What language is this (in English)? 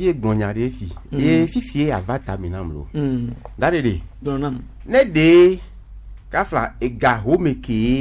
Gen